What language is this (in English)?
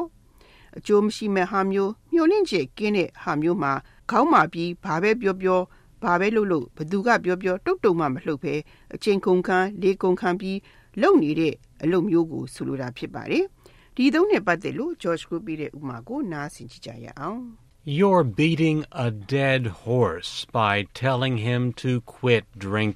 Burmese